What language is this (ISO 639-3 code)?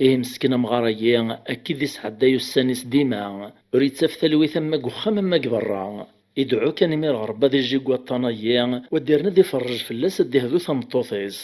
kab